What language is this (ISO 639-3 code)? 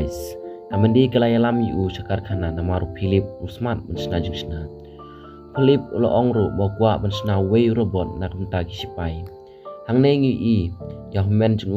kha